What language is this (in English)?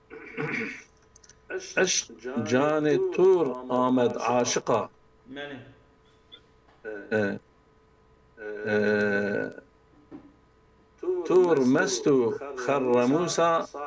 Kurdish